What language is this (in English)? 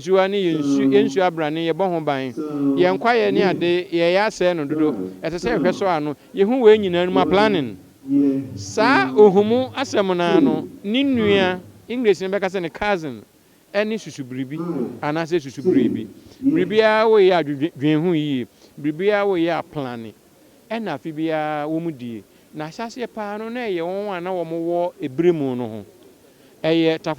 Akan